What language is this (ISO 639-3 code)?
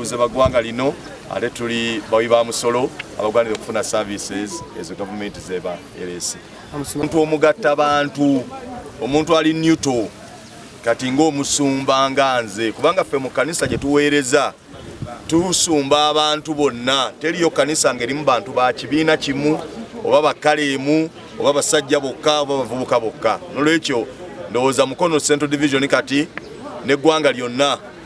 lug